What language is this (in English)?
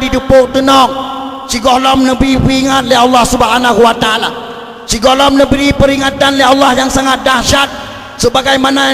Achinese